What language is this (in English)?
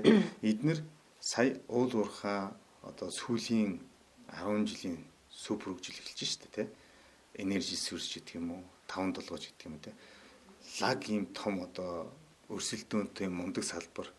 Mongolian